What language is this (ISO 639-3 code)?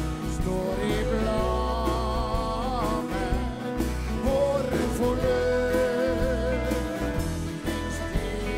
nor